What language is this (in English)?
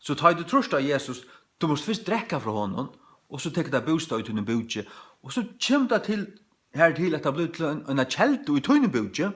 Faroese